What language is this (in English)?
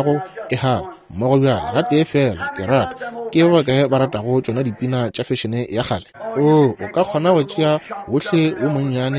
Northern Sotho